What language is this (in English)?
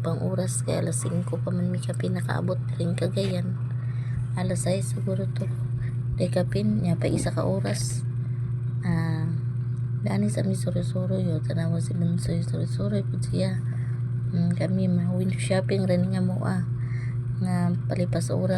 Cebuano